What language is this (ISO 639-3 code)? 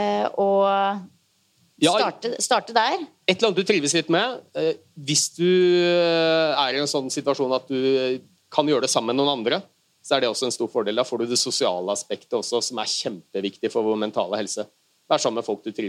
nor